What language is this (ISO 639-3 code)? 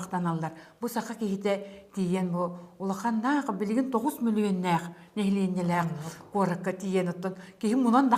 sah